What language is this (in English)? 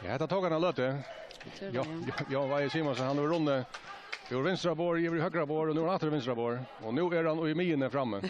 Faroese